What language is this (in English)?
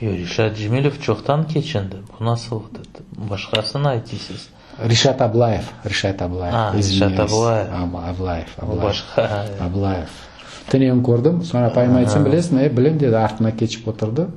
Crimean Tatar